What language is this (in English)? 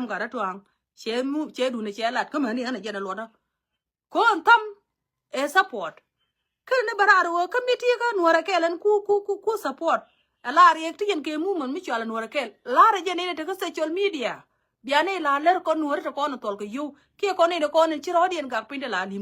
Nuer